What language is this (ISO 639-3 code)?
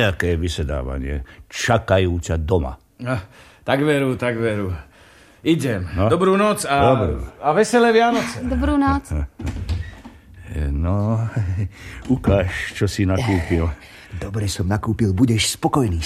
slk